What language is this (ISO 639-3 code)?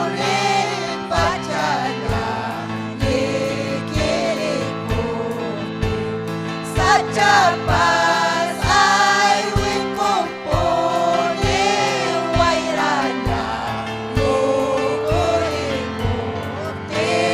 quy